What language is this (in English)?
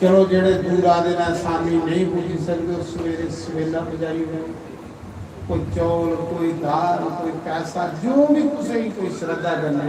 Dogri